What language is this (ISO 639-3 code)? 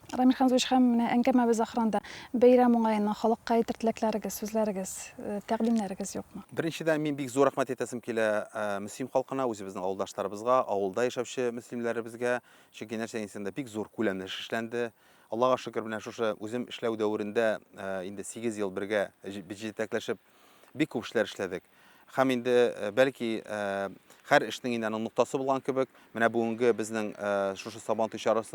tat